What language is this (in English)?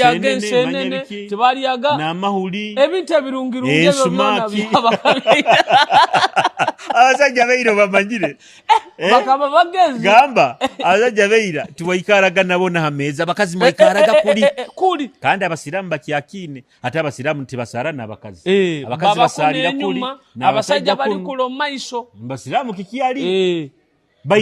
Nyoro